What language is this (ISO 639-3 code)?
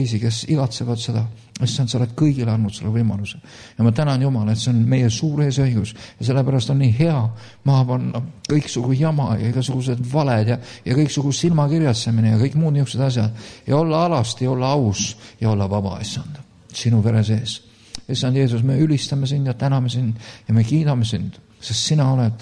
est